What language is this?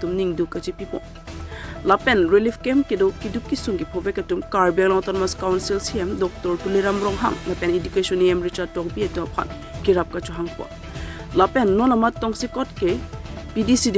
Karbi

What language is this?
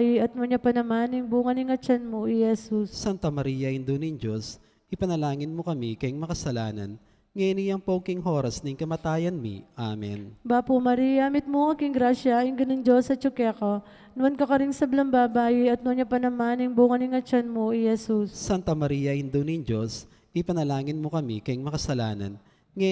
Pampanga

